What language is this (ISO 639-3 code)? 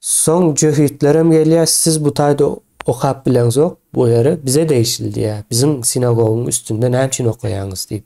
tuk